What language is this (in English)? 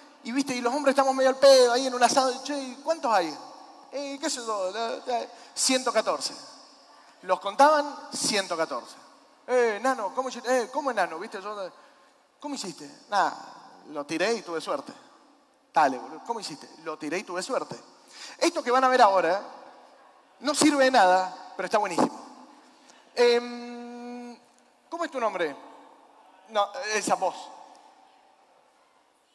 Spanish